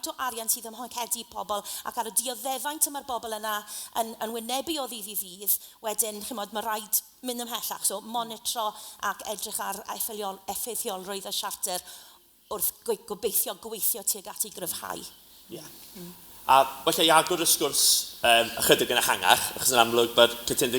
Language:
Welsh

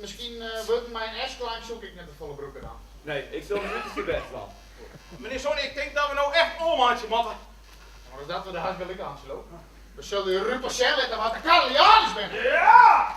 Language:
Western Frisian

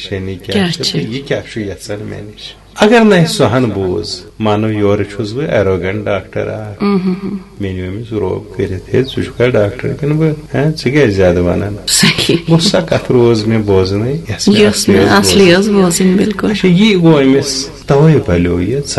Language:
Kashmiri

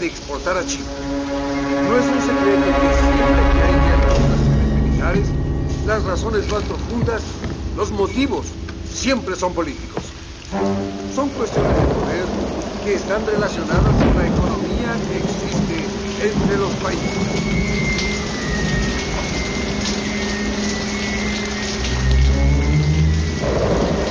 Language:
Spanish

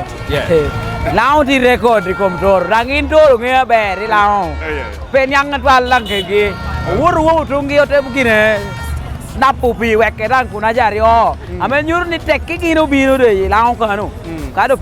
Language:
Acoli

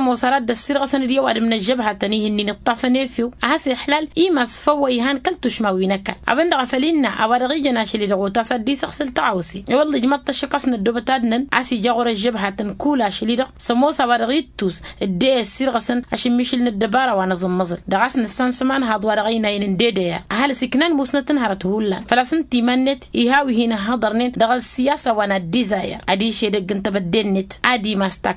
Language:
Tamasheq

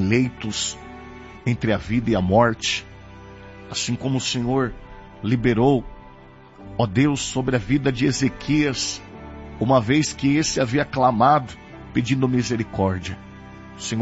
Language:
Portuguese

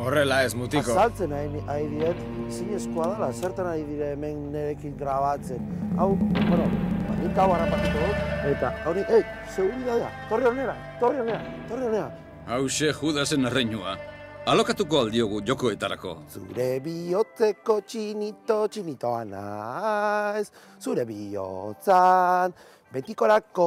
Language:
Basque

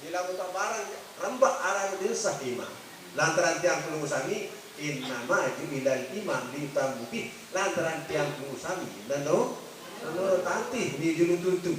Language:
Sasak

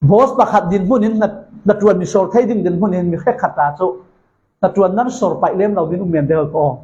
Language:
Falam Chin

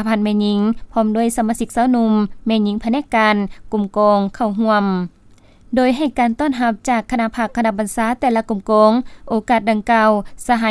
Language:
Lao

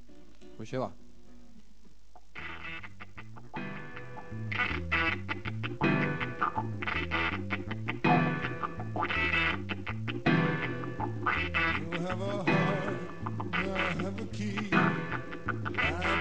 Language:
Basque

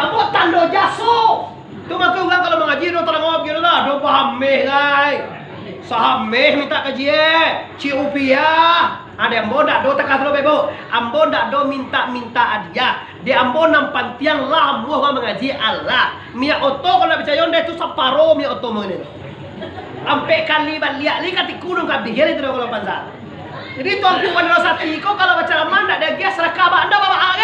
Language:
Minangkabau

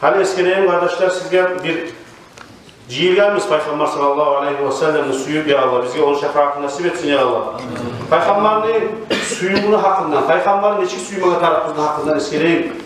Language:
Kumyk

